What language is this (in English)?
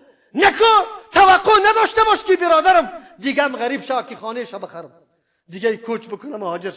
Persian